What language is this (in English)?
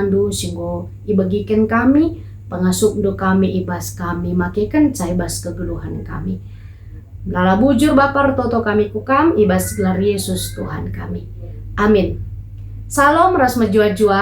Batak Karo